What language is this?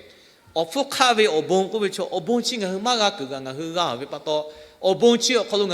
Lahu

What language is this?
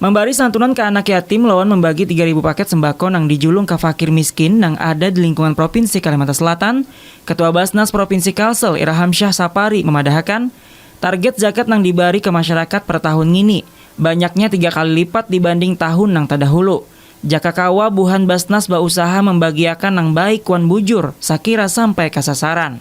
Banjar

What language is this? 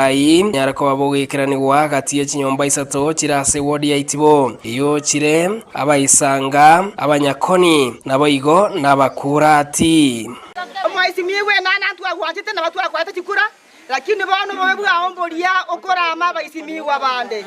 Gusii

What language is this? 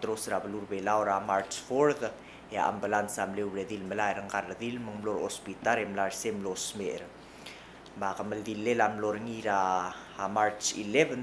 Palauan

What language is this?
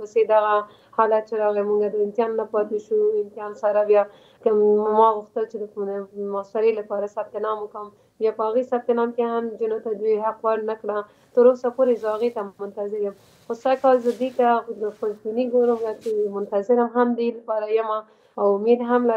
Pashto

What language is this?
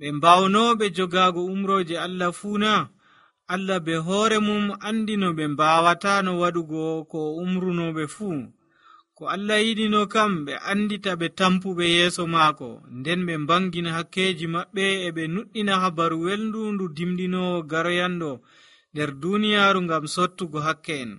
Nigerian Fulfulde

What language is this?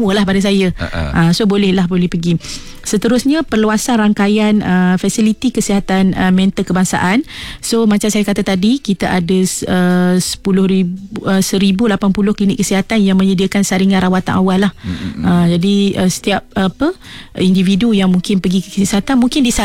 Malay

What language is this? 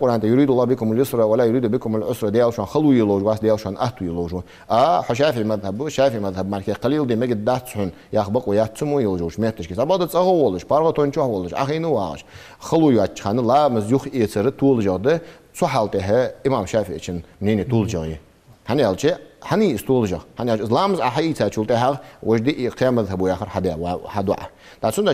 Ingush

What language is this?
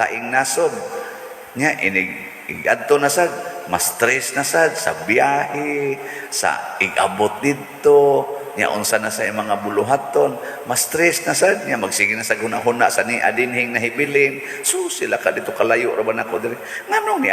Cebuano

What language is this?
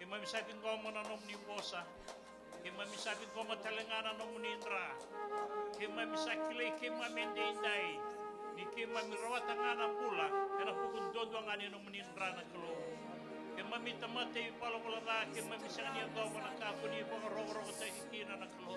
Fijian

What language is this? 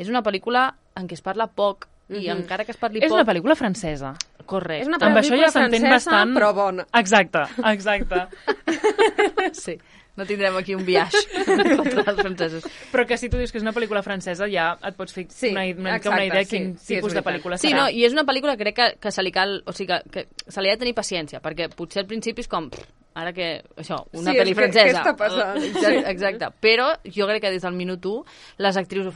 Catalan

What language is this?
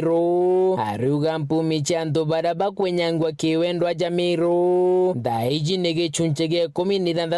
Meru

